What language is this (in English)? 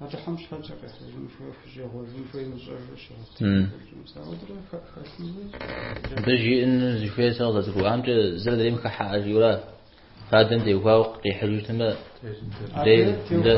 Kabardian